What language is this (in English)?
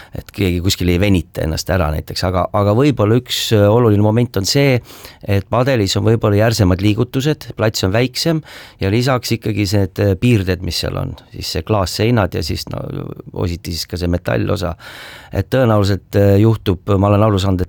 Estonian